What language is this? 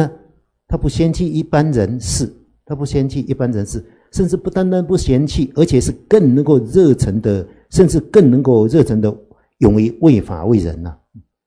Chinese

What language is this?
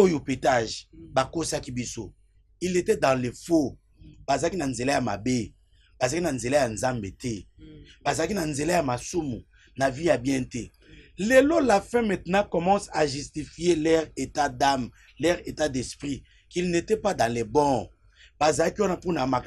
Lingala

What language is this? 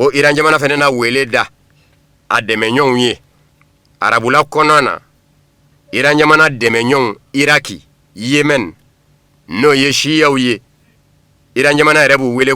Bambara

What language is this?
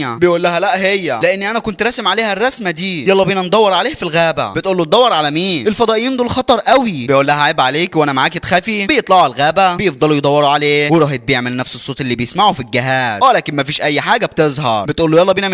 Egyptian Arabic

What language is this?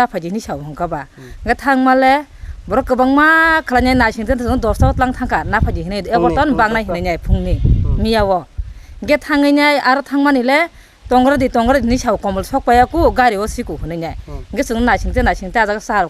Kok Borok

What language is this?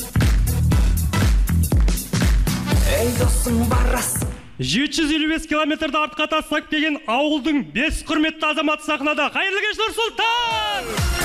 Kazakh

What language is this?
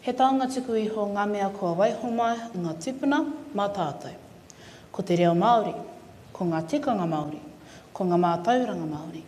Māori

